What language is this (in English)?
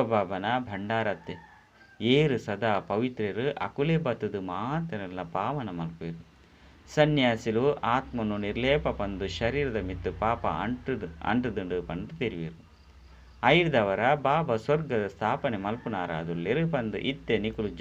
Tulu